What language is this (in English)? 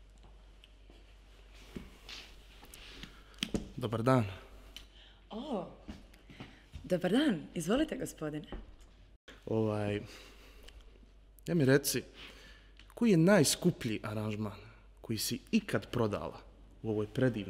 Croatian